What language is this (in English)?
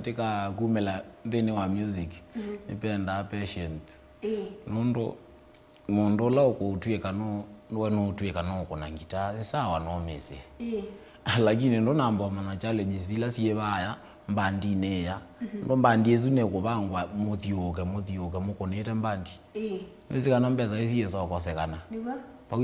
Kamba